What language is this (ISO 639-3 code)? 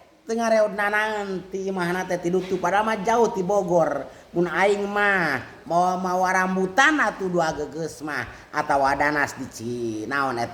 sun